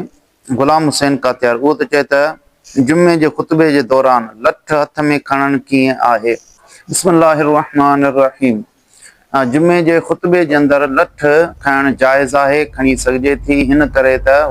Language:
Sindhi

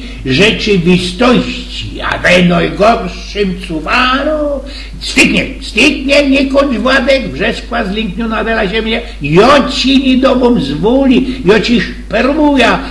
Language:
Silesian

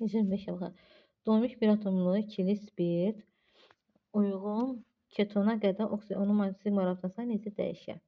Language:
Azerbaijani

